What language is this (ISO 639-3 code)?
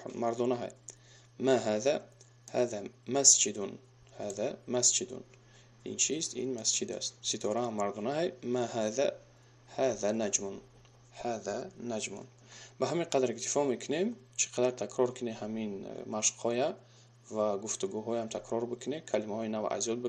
tgk